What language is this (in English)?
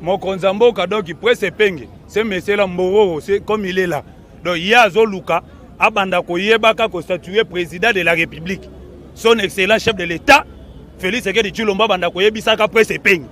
Lingala